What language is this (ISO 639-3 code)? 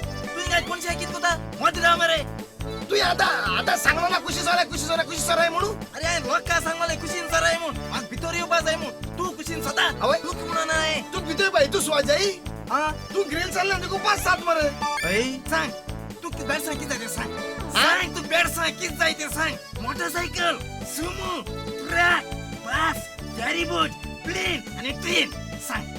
kok